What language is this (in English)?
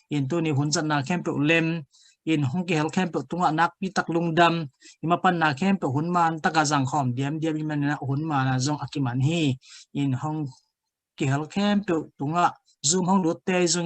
Tedim Chin